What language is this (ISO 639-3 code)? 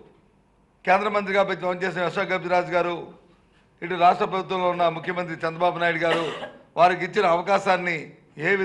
tel